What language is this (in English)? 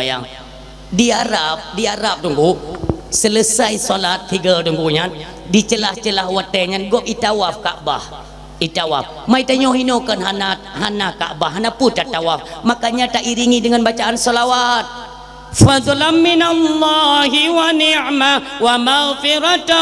Achinese